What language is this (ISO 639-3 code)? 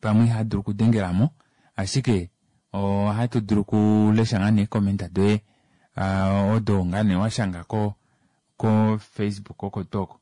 kua